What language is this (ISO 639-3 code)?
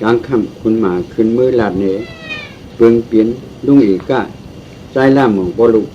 shn